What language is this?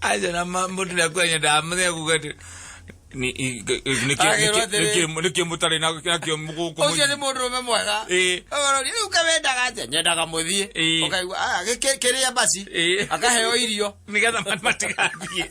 Kikuyu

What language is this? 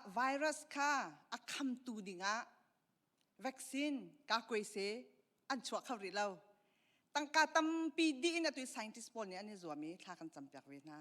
Hakha Chin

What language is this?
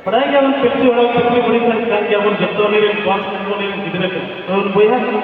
Santali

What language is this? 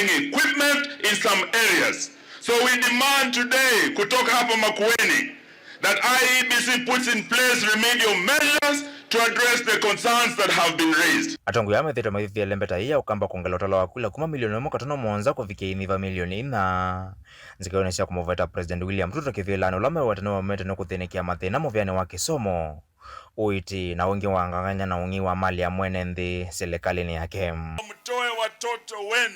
Kamba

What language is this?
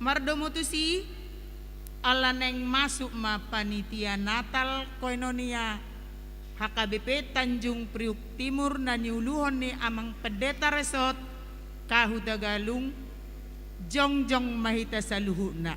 Batak Toba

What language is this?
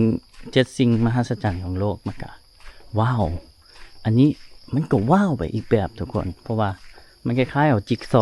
Lao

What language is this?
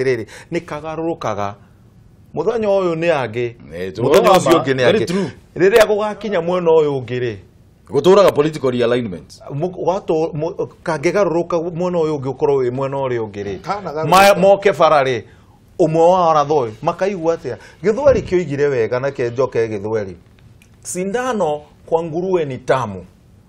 Kikuyu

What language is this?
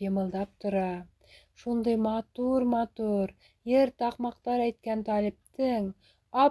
Bashkir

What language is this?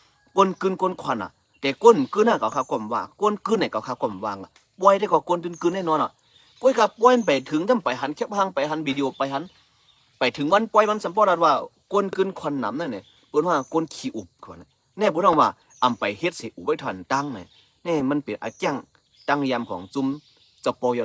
Shan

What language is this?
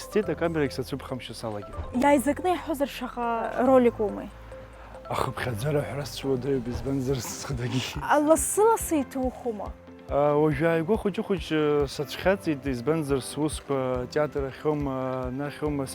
Abkhazian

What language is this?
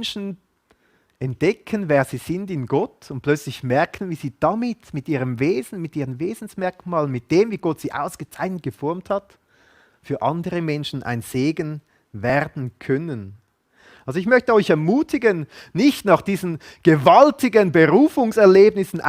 Swiss German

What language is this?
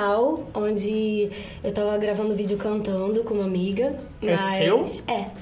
Portuguese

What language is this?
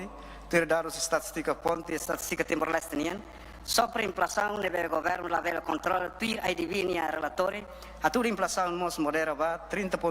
Tetum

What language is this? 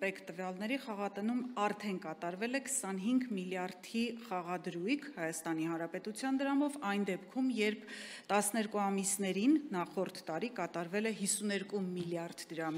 Armenian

